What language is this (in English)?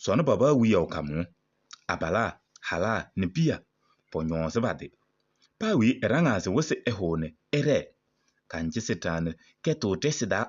Kabiyè